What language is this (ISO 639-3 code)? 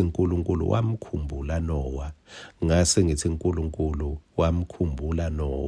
ssw